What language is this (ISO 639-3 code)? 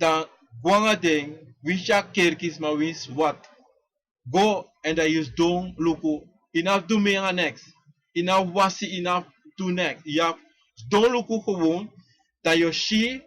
srn